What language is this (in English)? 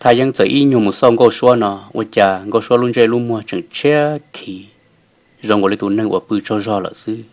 Hmong